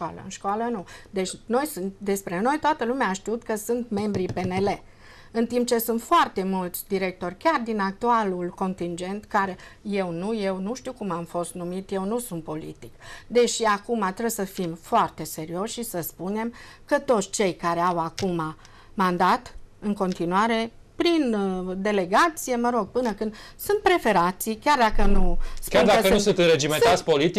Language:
Romanian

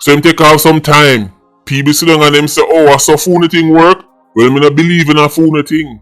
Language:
Jamaican Creole English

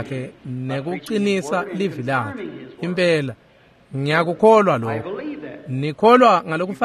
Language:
Swati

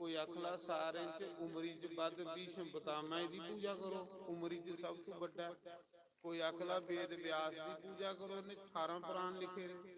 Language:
Dogri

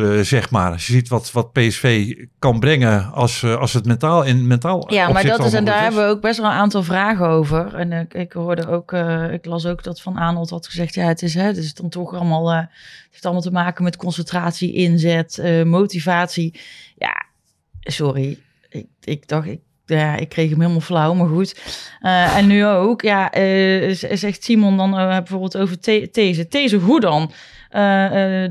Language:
Dutch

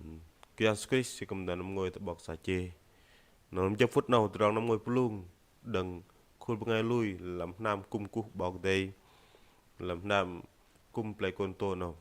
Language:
Bahnar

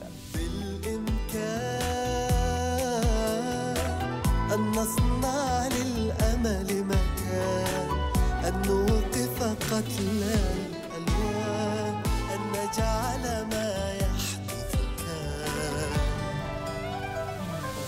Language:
Arabic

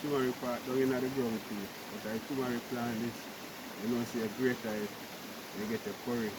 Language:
Jamaican Creole English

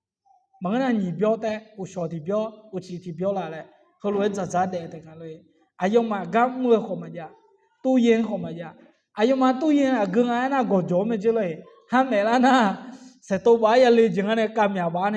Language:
Akha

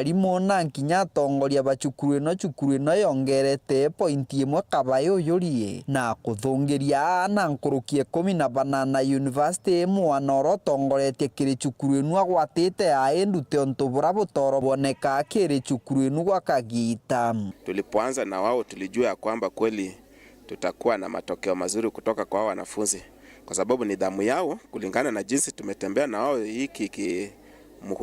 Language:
Meru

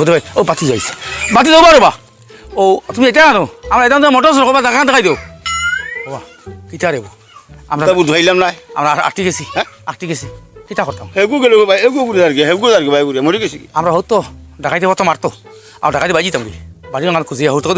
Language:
Sylheti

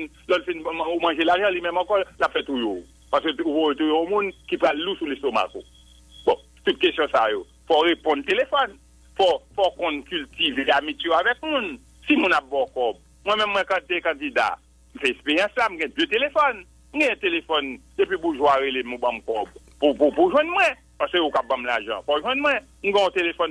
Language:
Haitian Creole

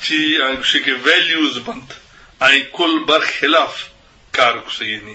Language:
Eastern Balochi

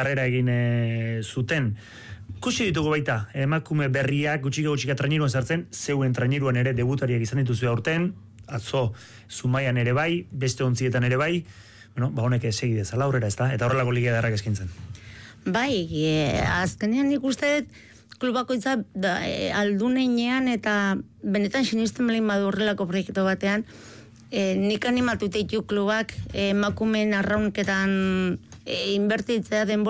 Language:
Basque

